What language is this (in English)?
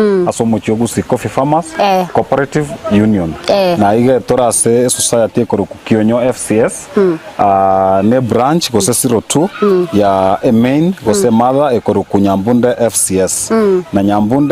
Gusii